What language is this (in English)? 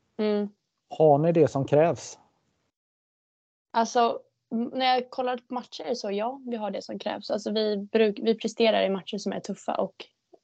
Swedish